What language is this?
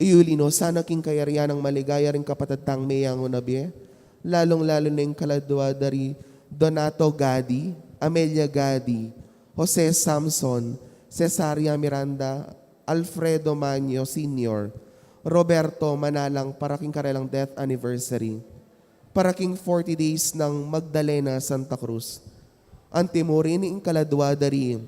Pampanga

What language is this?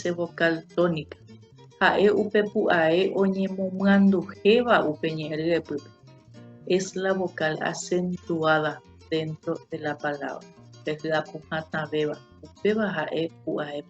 Guarani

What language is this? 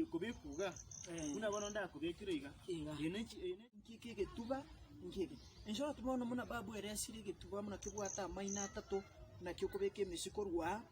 Gusii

